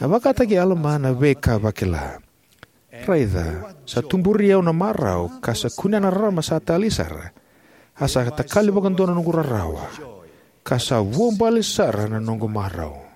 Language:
Fijian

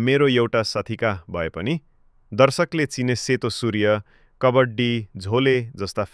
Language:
Nepali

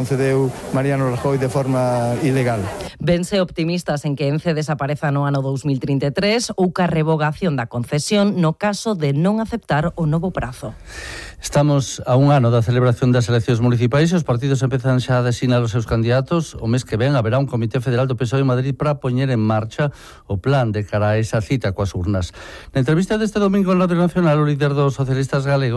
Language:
Galician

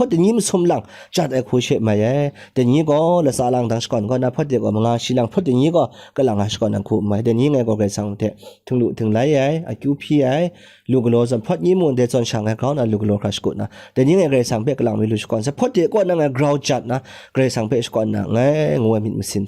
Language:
Kachin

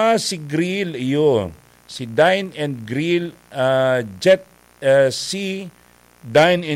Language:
Bikol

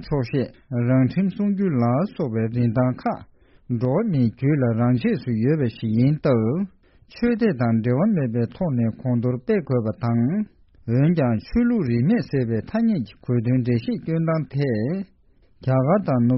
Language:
Tibetan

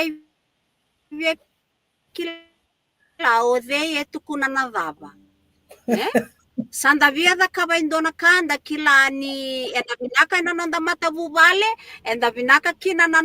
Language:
Fijian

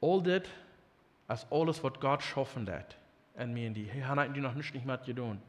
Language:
Plautdietsch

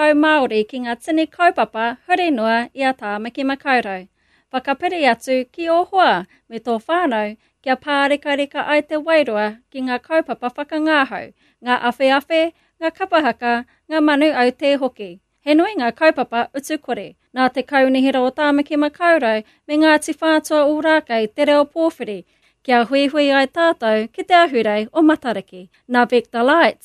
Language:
Māori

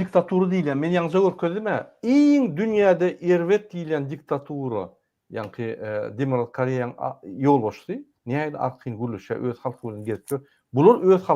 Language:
Turkmen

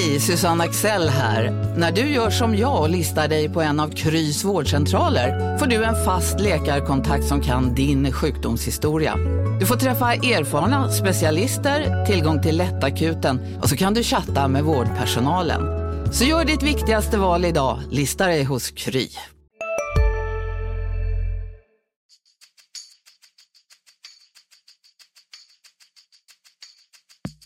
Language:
Swedish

